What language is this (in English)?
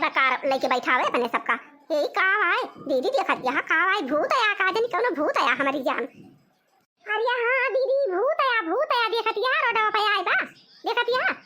Awadhi